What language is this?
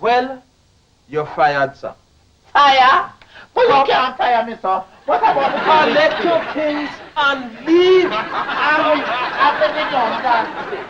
Jamaican Creole English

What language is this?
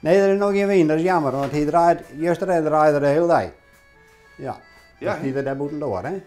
Western Frisian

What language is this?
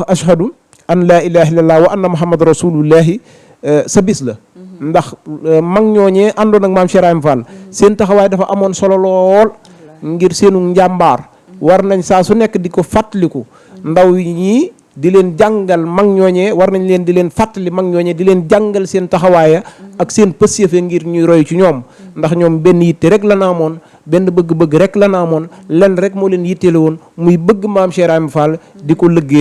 Wolof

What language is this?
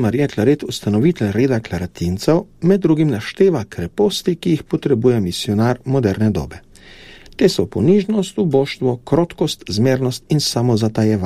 Slovenian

